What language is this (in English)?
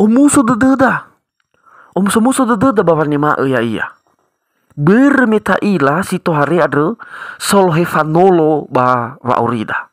Nias